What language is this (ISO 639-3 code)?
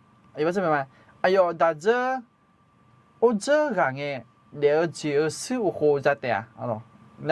ahk